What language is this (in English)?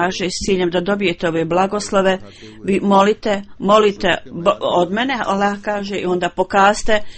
Bosnian